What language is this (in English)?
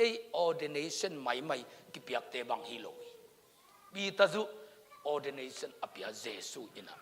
Tedim Chin